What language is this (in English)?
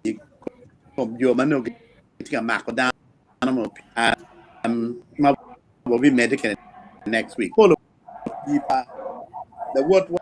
Acoli